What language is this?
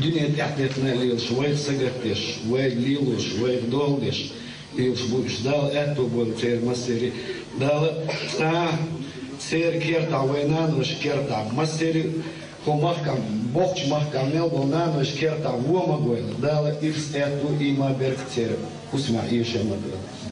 Chechen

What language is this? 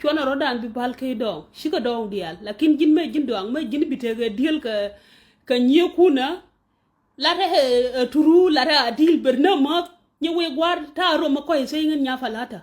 Nuer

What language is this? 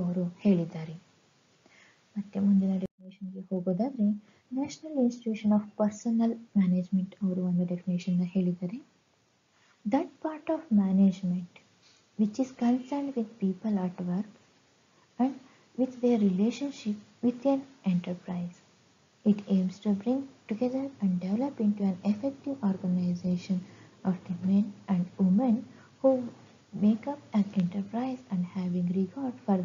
Kannada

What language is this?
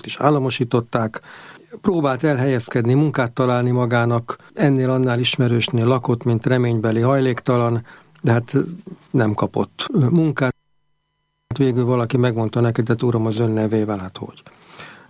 Hungarian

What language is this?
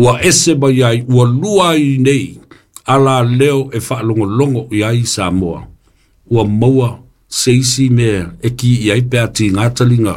Samoan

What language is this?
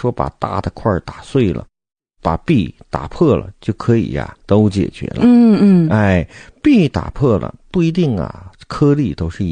Chinese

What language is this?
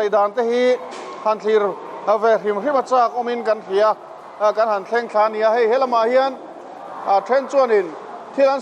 Mizo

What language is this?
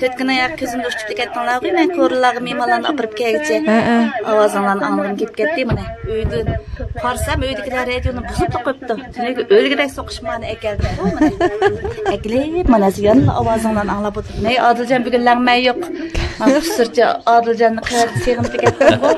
Uyghur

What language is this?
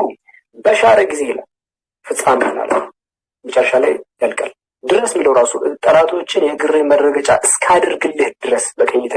Amharic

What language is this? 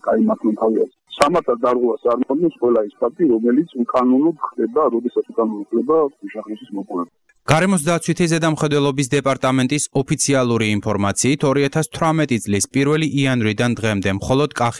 Georgian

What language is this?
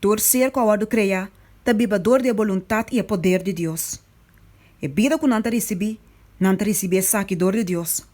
Papiamento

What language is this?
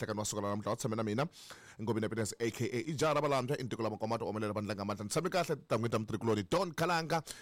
Tsonga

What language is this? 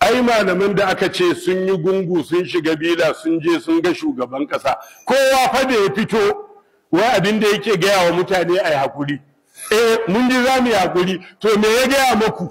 Hausa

